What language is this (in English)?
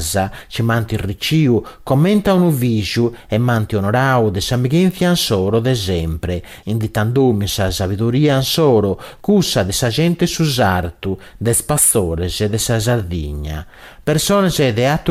Sardinian